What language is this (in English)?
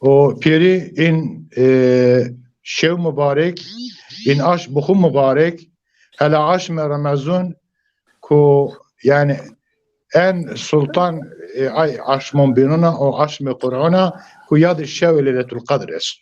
Zaza